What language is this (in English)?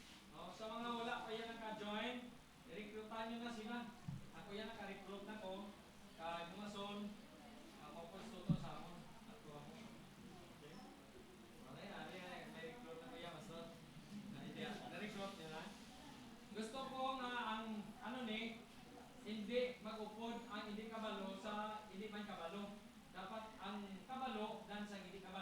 Hiligaynon